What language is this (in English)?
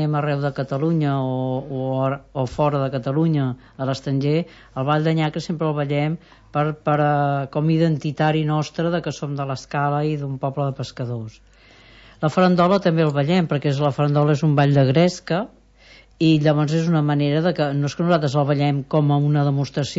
Catalan